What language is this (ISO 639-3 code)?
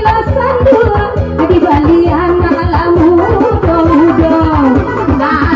min